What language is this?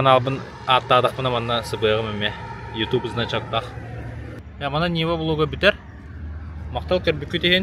Yakut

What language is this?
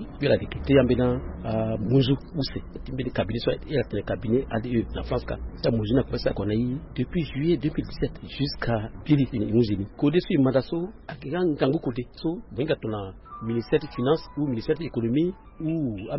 Sango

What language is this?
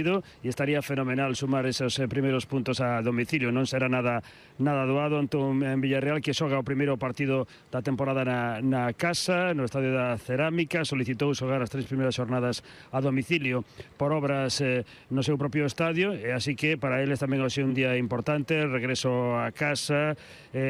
Galician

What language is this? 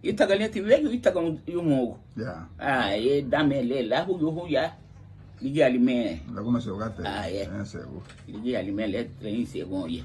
Garifuna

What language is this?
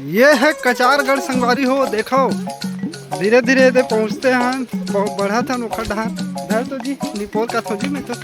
Chhattisgarhi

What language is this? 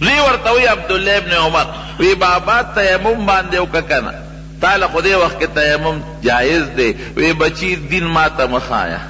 Pashto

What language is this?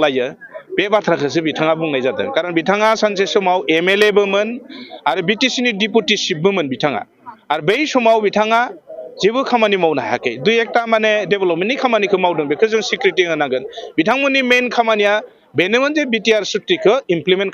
Bodo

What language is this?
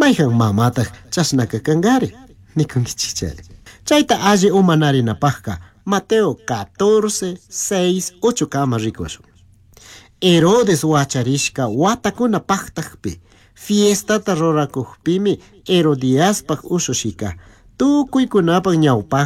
Chimborazo Highland Quichua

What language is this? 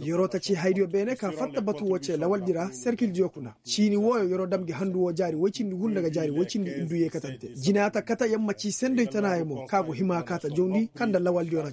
Koyraboro Senni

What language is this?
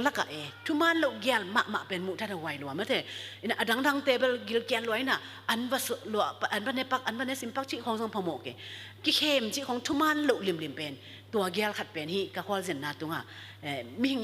Tedim Chin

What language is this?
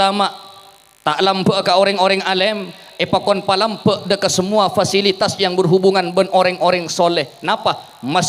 Madurese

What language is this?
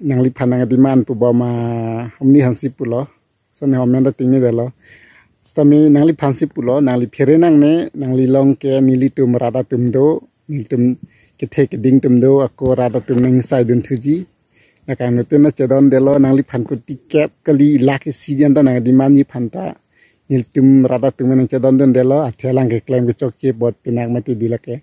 Karbi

